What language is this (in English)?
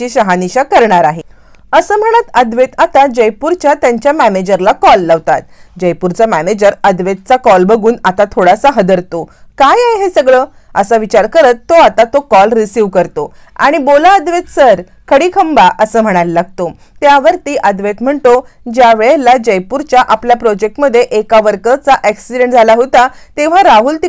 Marathi